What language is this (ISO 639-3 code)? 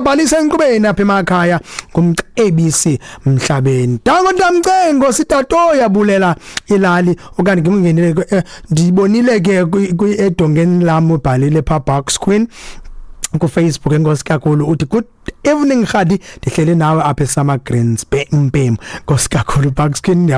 xho